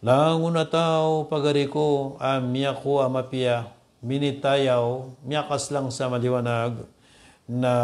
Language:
Maranao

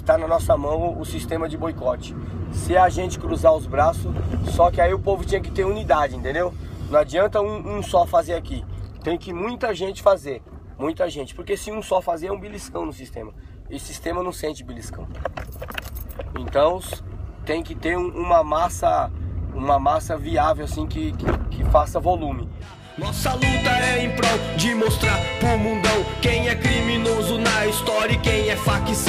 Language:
Portuguese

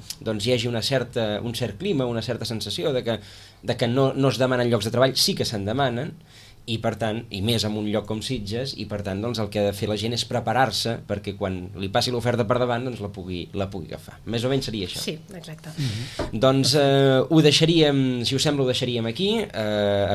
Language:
Catalan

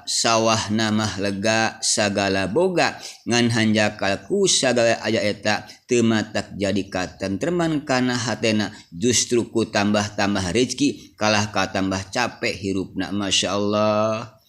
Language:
Sundanese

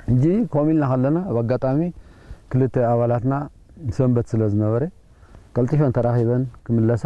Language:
Tigrinya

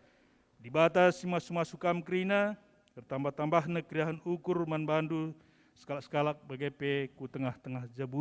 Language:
Batak Karo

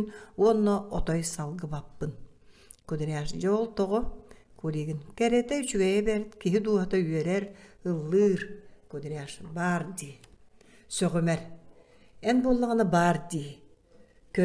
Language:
Yakut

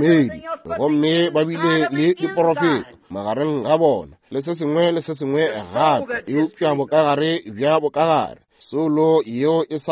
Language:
Northern Sotho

